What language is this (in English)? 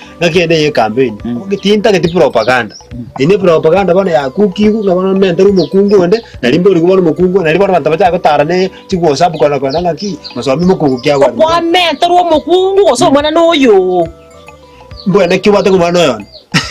Gusii